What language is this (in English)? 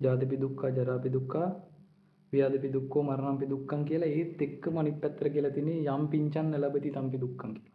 Sinhala